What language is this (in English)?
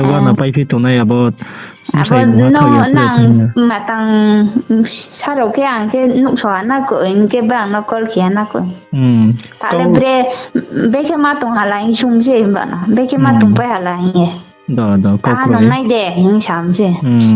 Riang (India)